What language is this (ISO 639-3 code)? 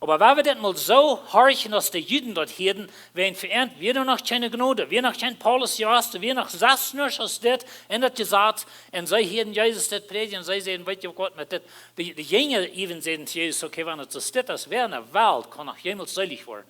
pdt